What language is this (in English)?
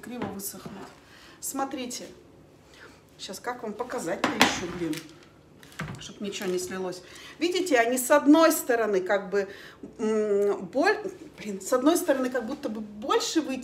Russian